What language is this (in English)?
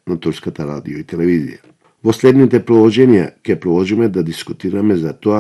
Macedonian